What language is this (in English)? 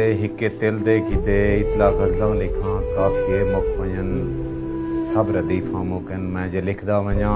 Saraiki